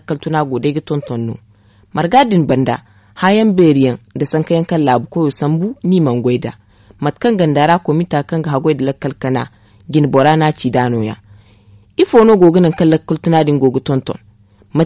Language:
Zarma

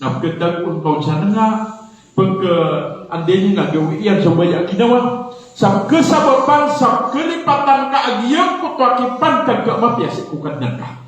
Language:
Maranao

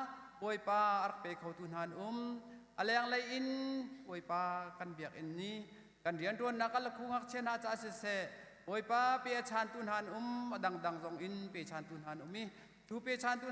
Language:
Hakha Chin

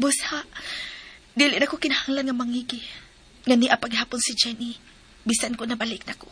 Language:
Cebuano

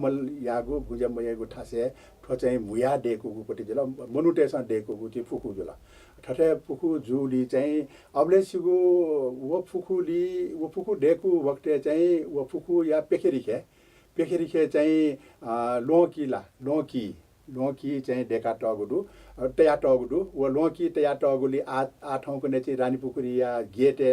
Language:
Newari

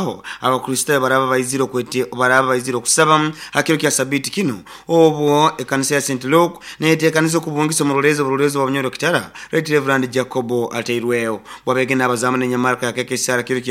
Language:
Nyoro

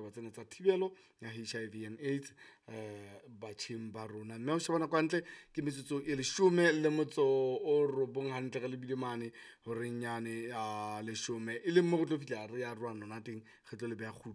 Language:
Southern Sotho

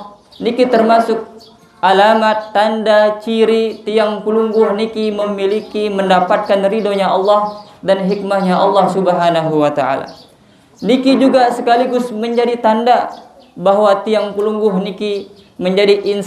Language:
Sasak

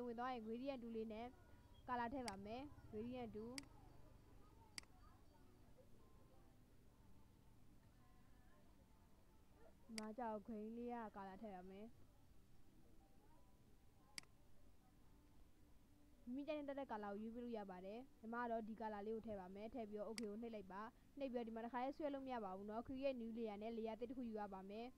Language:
Burmese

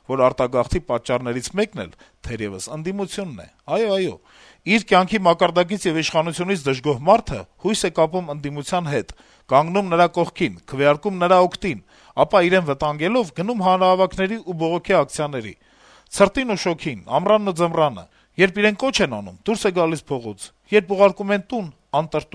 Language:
Armenian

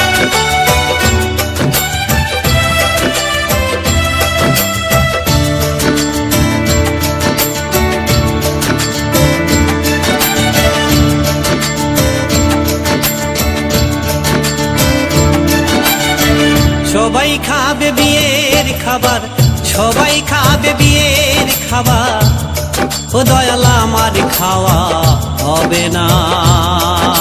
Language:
Bangla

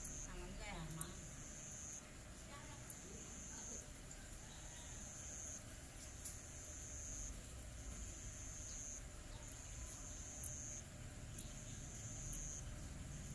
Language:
Vietnamese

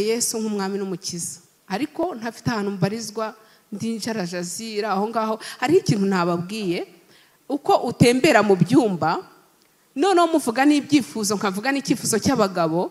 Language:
Kinyarwanda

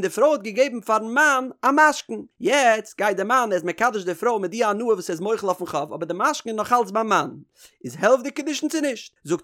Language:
Yiddish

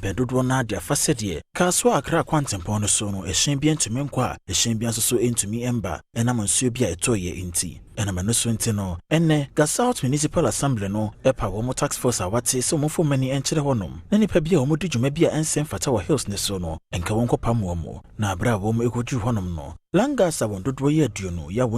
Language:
Akan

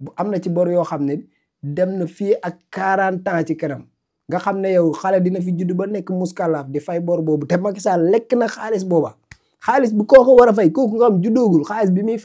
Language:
Wolof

